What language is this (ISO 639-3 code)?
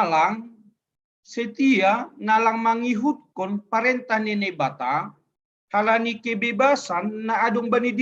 bts